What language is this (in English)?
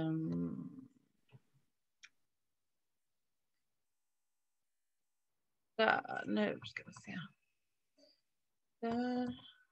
Swedish